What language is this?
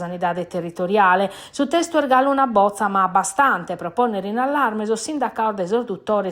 Sardinian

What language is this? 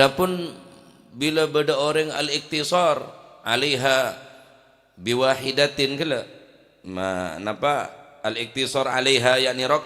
Madurese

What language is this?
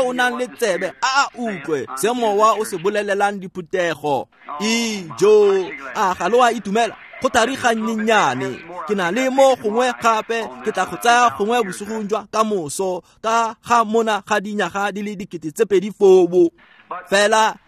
Tswana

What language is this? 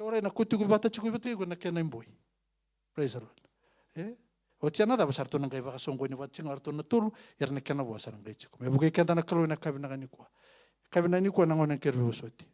Fijian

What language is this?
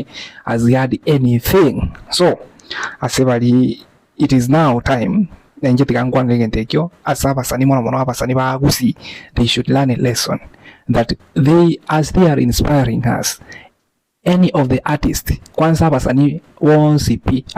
Gusii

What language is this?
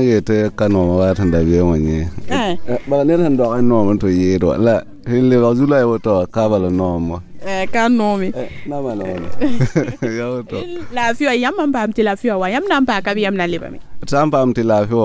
Mossi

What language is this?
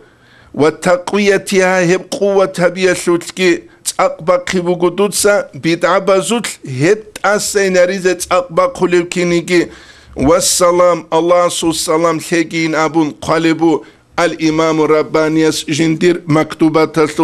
Avaric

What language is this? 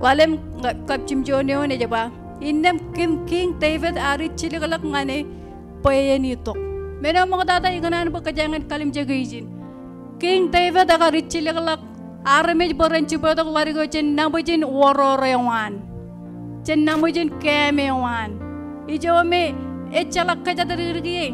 Marshallese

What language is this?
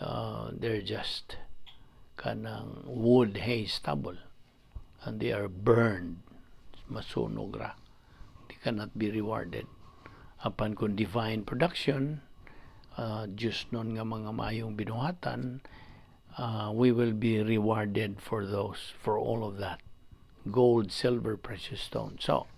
Cebuano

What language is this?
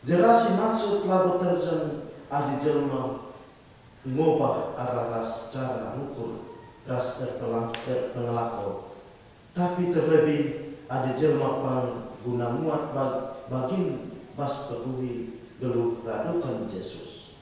Batak Karo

